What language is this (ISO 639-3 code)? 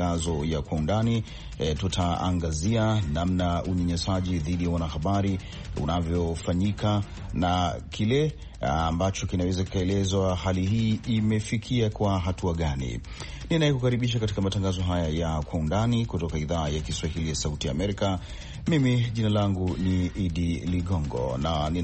swa